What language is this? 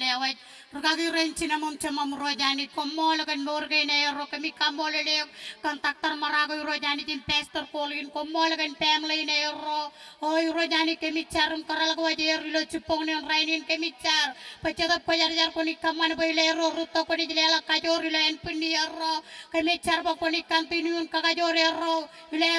Marshallese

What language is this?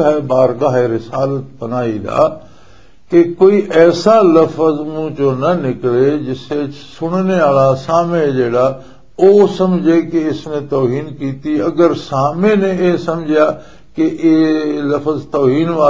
Western Panjabi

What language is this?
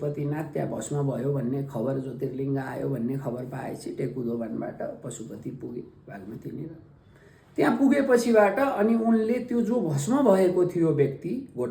Nepali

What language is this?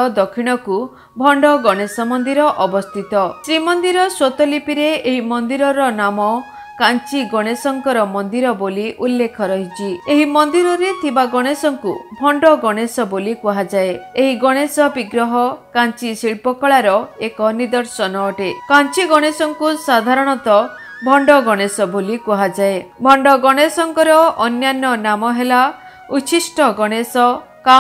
Odia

